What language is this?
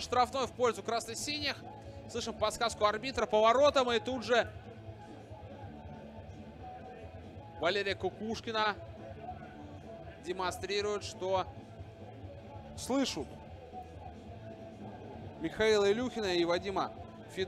Russian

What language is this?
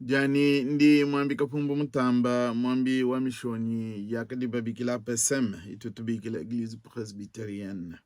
Luba-Lulua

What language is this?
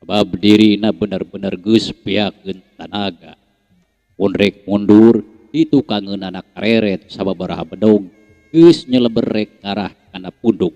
Sundanese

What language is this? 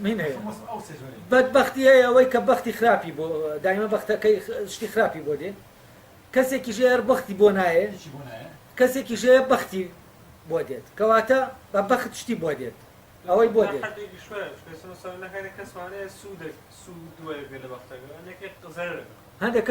Central Kurdish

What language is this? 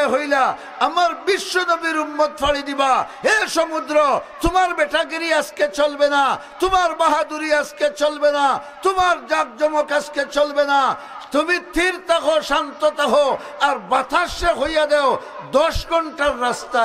Sylheti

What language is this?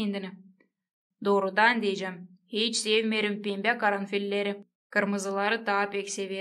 Gagauz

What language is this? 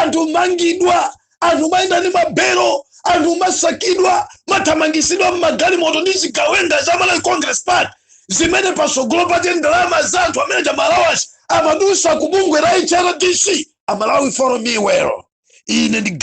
Nyanja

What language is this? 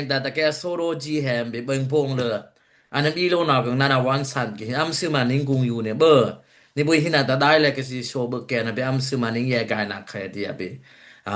Dimasa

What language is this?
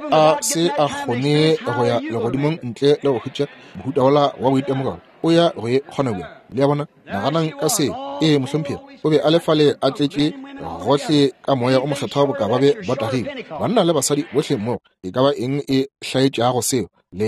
Northern Sotho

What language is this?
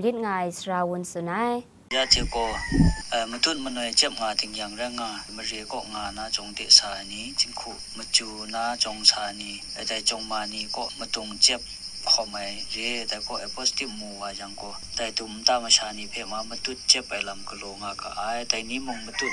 Kachin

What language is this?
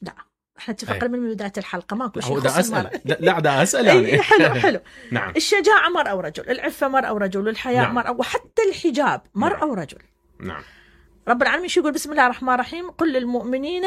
Mesopotamian Arabic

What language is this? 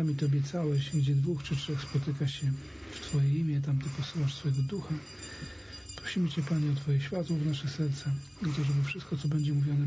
Polish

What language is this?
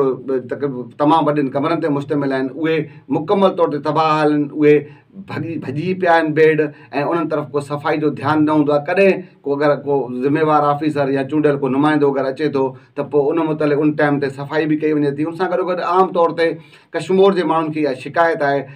Sindhi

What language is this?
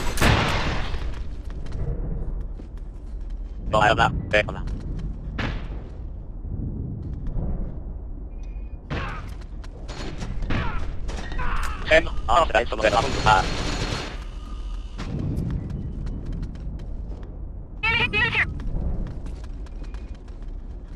Finnish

